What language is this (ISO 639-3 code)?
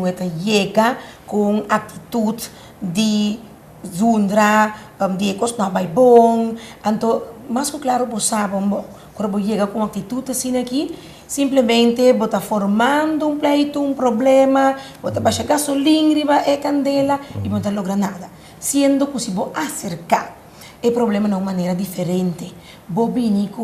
pap